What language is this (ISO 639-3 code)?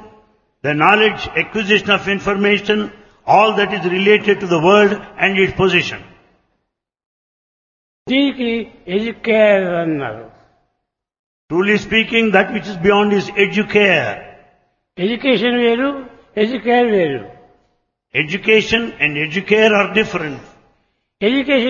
tel